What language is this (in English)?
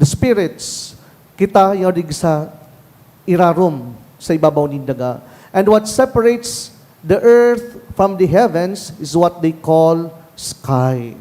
Bikol